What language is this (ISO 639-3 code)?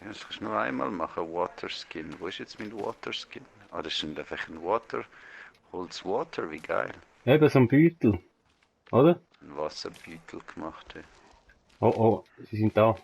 gsw